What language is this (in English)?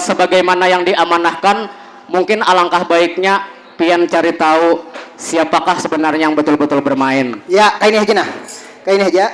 Banjar